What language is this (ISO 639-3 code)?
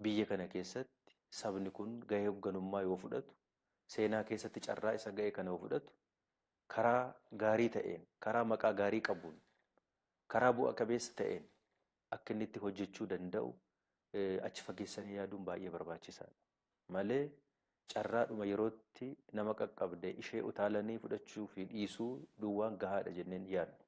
orm